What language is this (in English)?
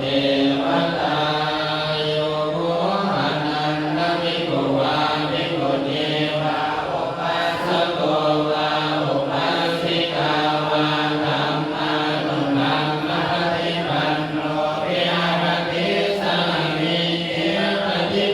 Pali